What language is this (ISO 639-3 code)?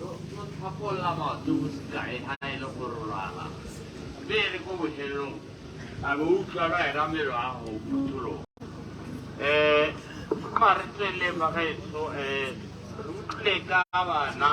tsn